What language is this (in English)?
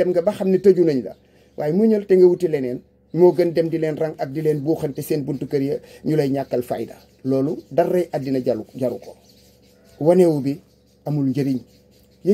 Wolof